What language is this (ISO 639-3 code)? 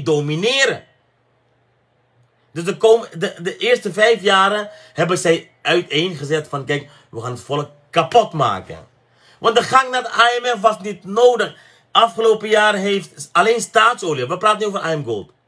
nld